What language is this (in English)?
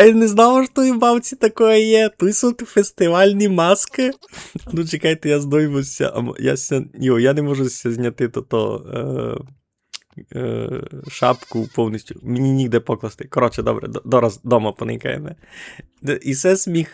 Rusyn